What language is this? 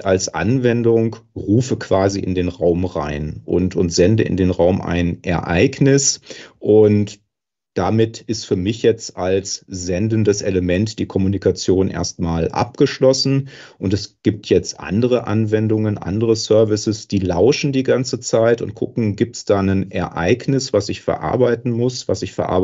German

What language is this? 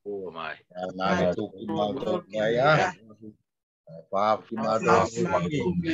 Tongan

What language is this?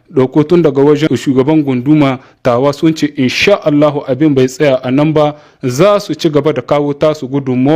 Hausa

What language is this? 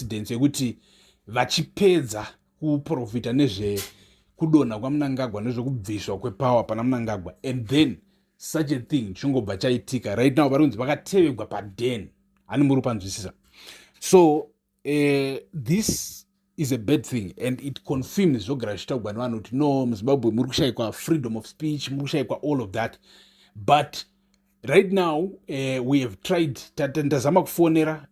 Shona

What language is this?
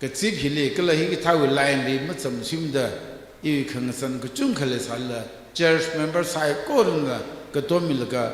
Tangkhul Naga (India)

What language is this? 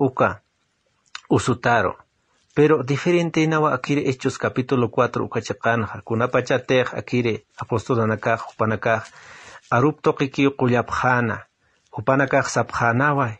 Aymara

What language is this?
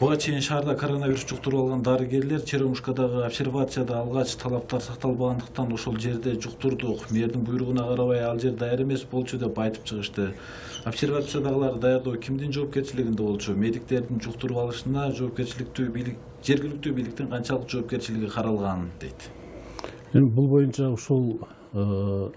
Kyrgyz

